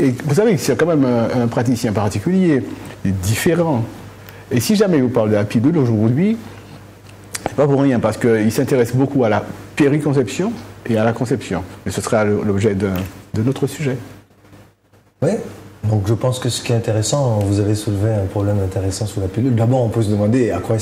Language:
French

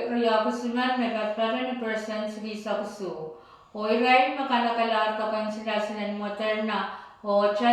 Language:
Pohnpeian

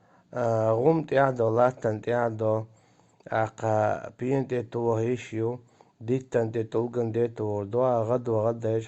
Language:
Chechen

